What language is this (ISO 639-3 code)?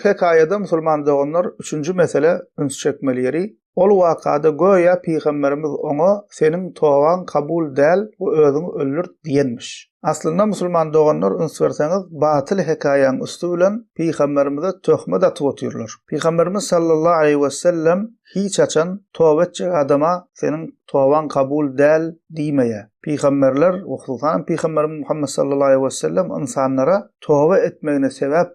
tuk